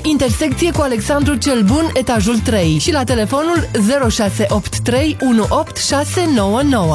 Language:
Romanian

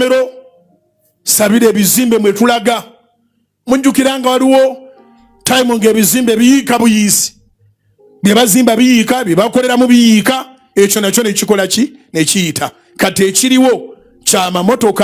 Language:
Ganda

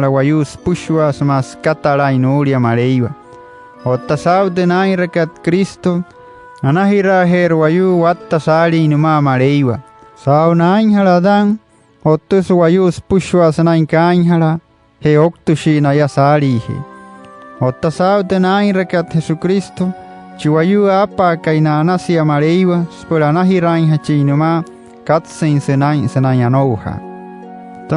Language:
Wayuu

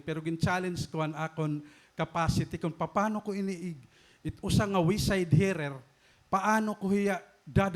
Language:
Waray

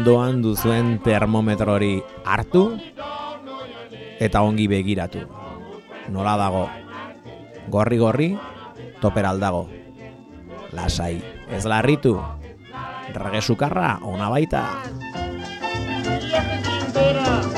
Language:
Basque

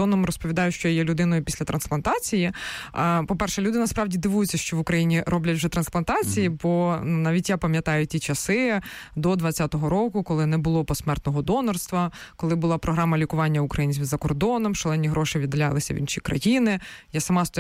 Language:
Ukrainian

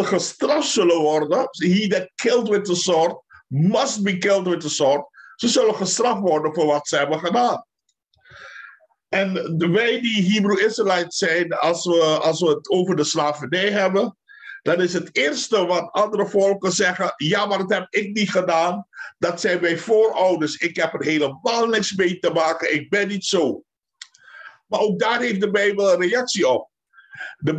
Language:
Dutch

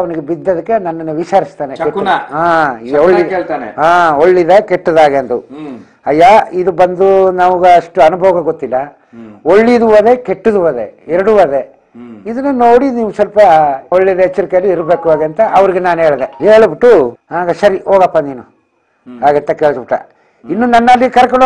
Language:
Kannada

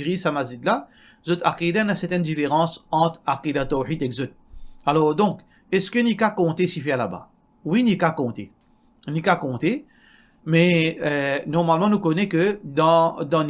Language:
Morisyen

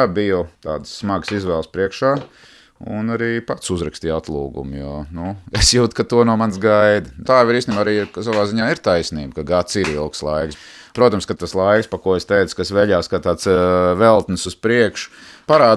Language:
Latvian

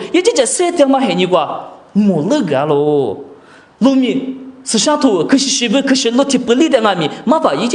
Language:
Lisu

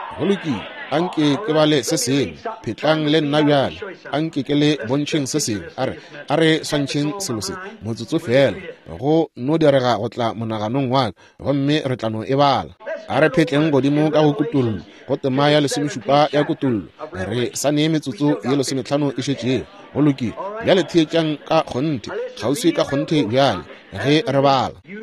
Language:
Northern Sotho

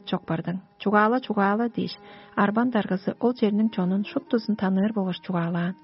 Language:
Tuvinian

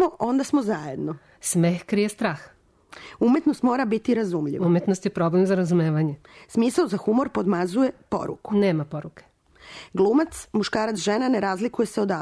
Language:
Serbian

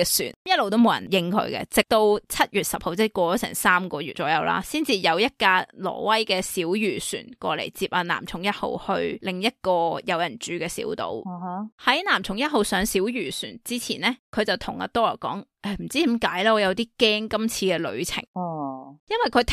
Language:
Cantonese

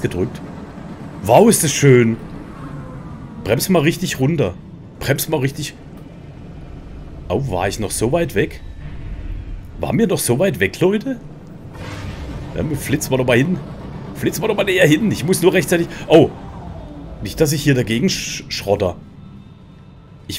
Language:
German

